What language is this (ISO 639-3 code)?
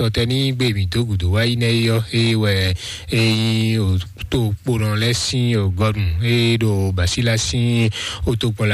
fon